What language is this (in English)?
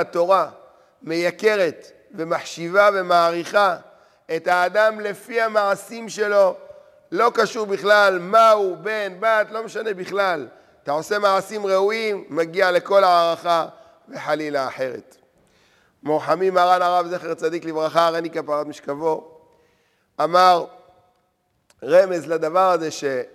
Hebrew